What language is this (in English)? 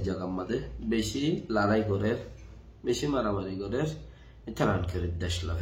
Rohingya